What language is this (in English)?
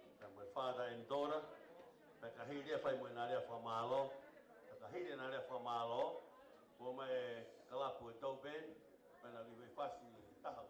Tongan